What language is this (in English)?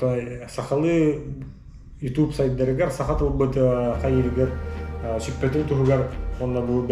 Yakut